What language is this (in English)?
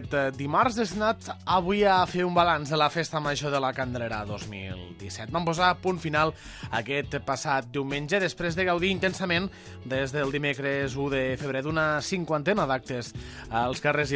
Catalan